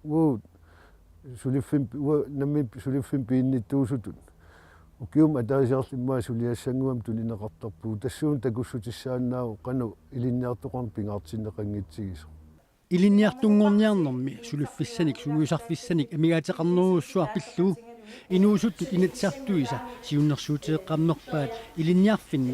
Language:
Kalaallisut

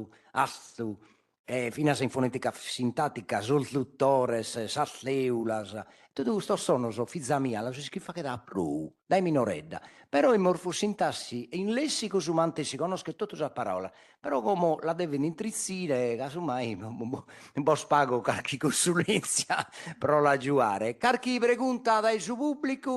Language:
Sardinian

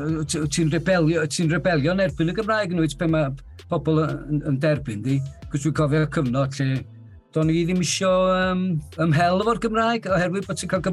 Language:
Welsh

